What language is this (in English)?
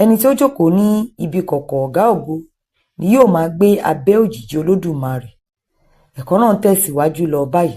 Yoruba